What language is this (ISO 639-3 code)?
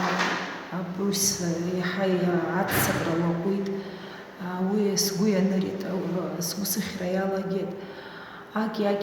abk